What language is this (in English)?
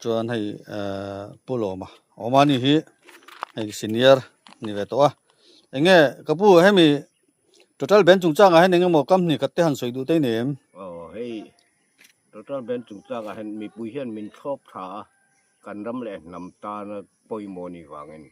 Mizo